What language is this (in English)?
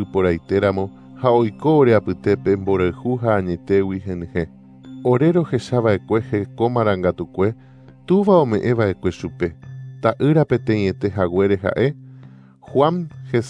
Guarani